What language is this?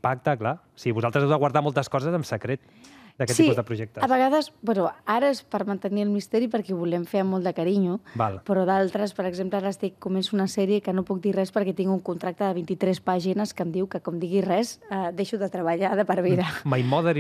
Catalan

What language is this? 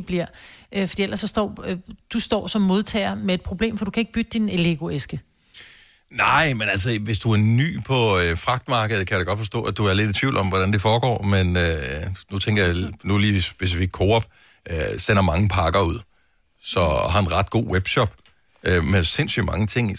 Danish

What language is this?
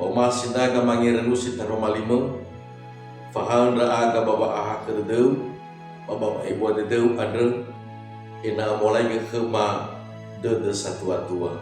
Nias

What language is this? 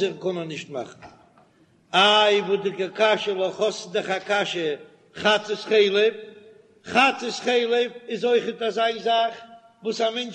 Yiddish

